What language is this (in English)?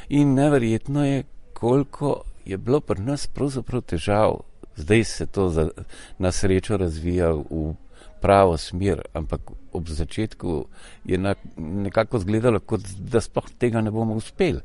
Slovenian